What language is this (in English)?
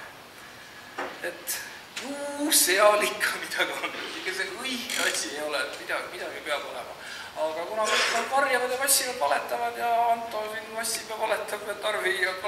Estonian